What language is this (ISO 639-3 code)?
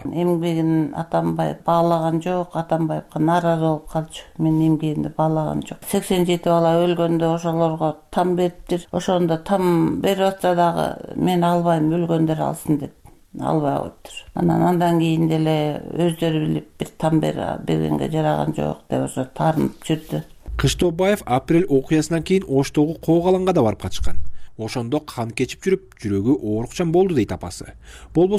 kir